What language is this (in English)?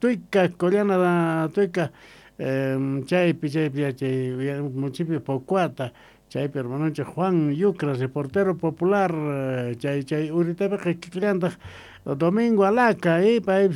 South Bolivian Quechua